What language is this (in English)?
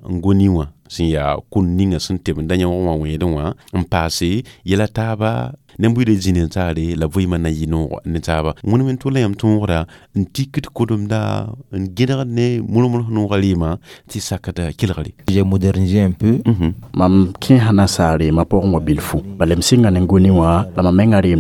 Mossi